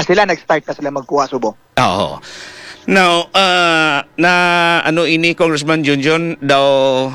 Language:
Hiligaynon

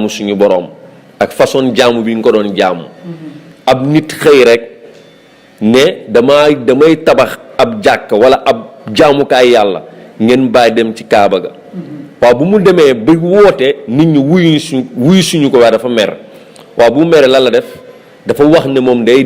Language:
Wolof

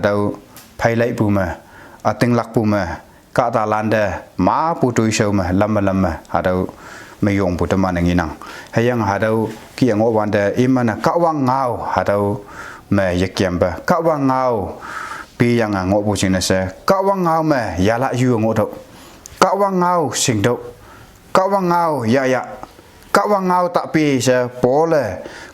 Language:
Konyak Naga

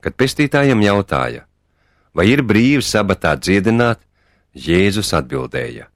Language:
Latvian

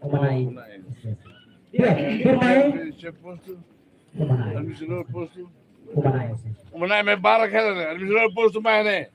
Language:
Tetum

